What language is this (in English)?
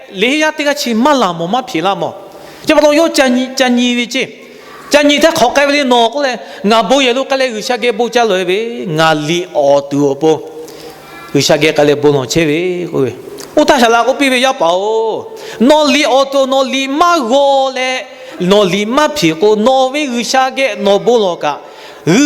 Lahu